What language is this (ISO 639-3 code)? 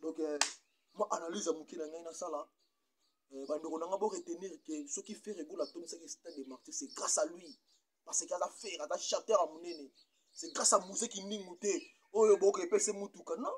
lin